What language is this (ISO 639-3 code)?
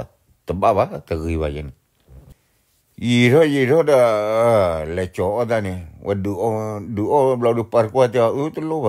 ksw